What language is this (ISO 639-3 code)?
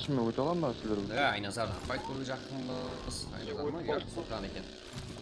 kaa